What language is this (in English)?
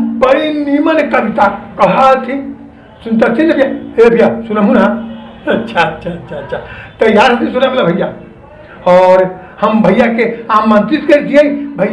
Magahi